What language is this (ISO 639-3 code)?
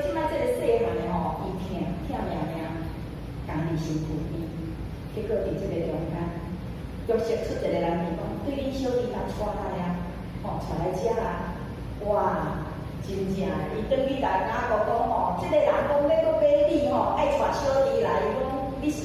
nan